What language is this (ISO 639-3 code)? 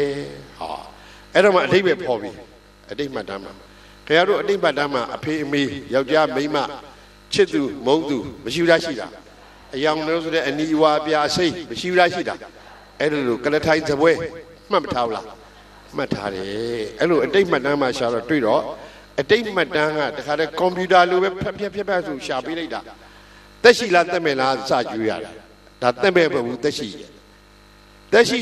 mya